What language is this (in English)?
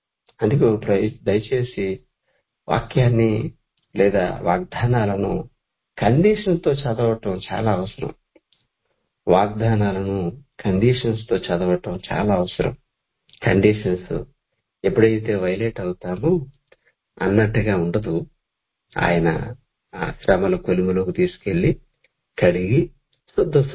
Telugu